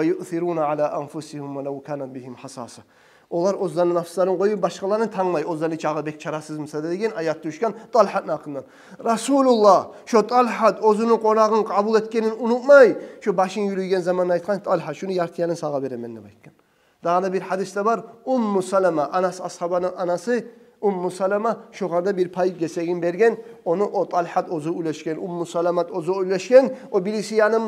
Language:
Kumyk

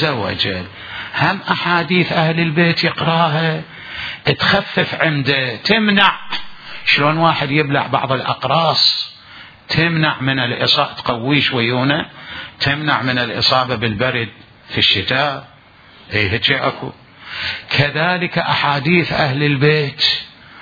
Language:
Mesopotamian Arabic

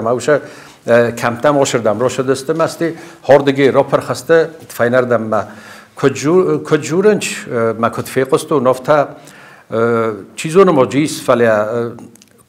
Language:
Ossetic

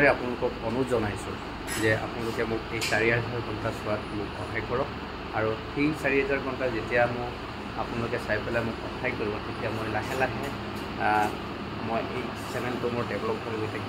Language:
Assamese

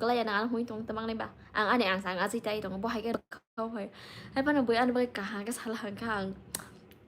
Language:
Kok Borok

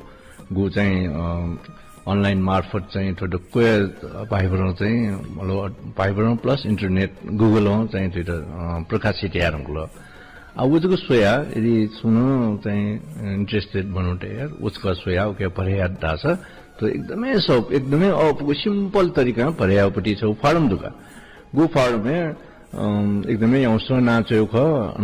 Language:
Newari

